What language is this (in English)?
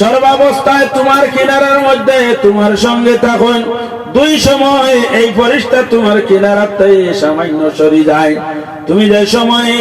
Sylheti